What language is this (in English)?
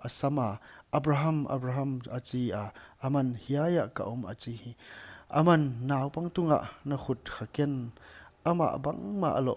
Paite Chin